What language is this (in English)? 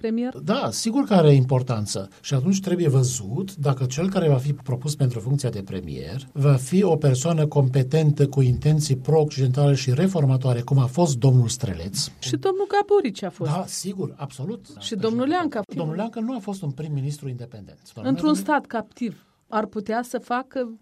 Romanian